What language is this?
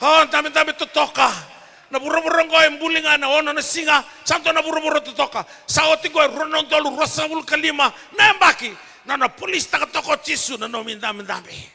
Fijian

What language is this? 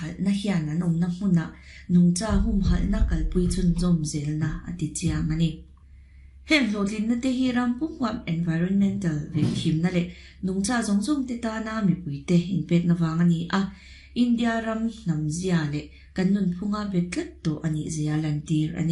Mizo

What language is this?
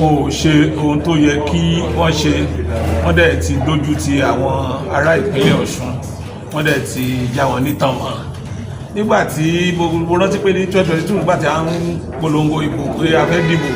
Yoruba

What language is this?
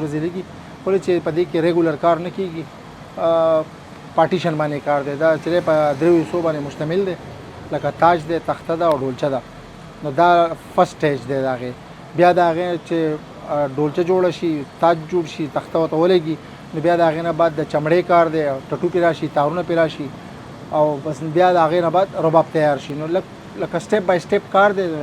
Pashto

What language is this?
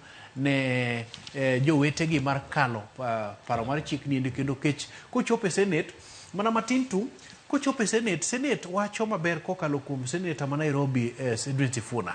Luo (Kenya and Tanzania)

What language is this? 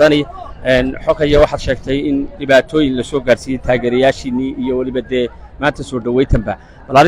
Somali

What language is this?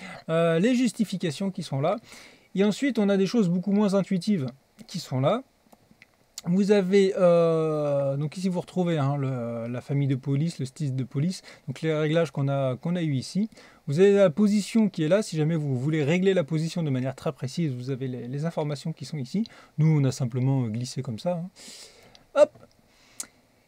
French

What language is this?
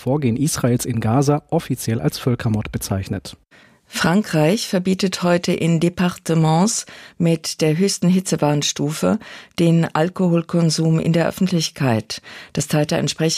German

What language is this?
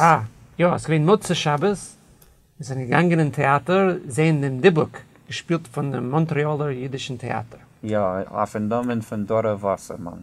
Yiddish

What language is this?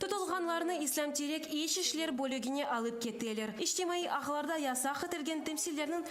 Crimean Tatar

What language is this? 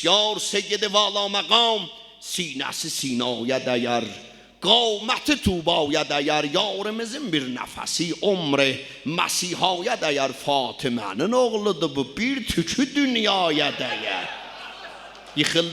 South Azerbaijani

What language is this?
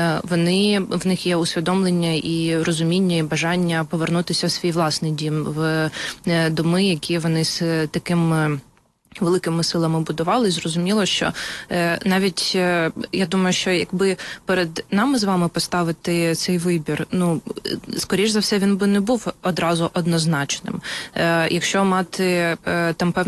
Ukrainian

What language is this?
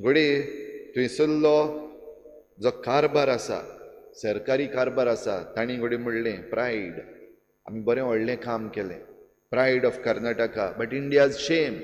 Konkani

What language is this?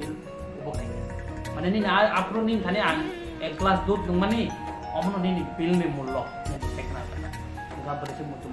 Kok Borok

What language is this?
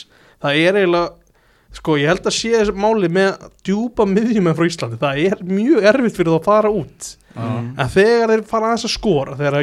Icelandic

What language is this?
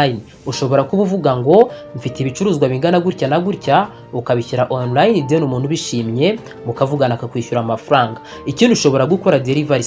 Kinyarwanda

